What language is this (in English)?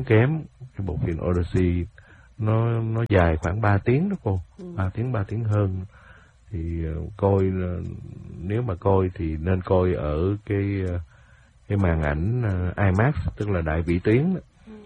Vietnamese